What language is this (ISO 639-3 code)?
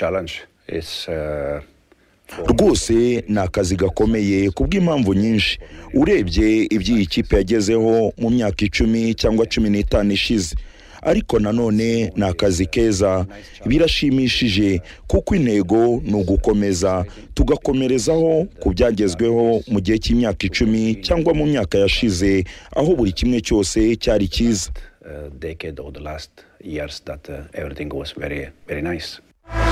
kin